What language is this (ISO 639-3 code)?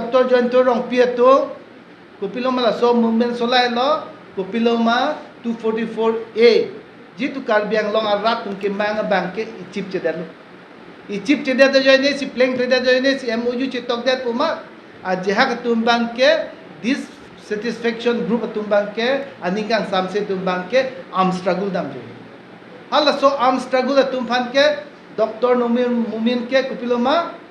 mjw